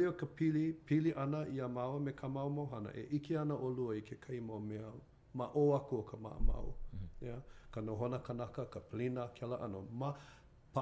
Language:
Hawaiian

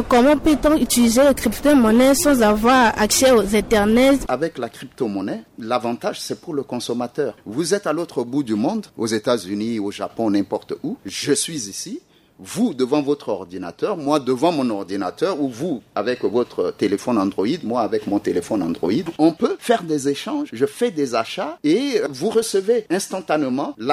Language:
French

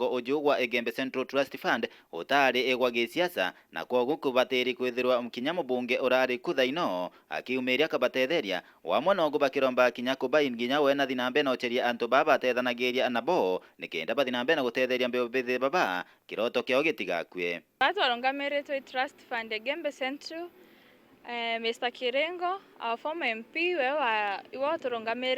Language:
Meru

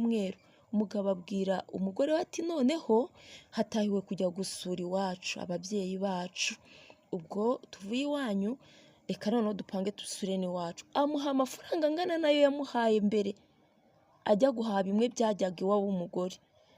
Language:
Kinyarwanda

